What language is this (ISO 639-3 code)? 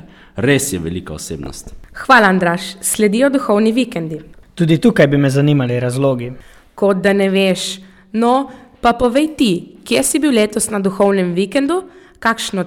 slv